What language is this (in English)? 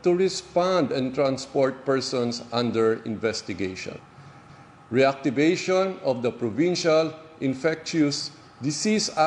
Hiligaynon